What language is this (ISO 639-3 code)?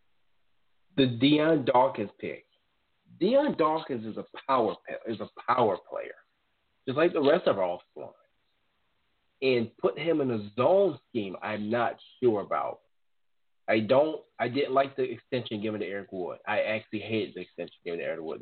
eng